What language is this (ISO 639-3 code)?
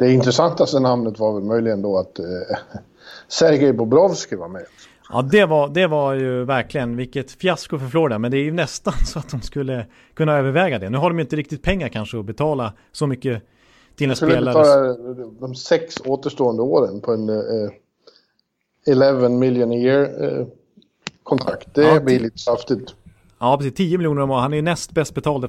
swe